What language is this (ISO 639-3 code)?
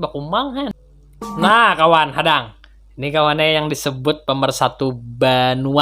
bjn